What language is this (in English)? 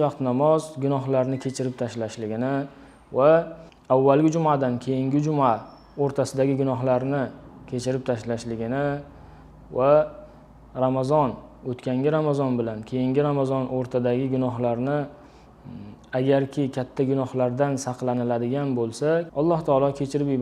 Uzbek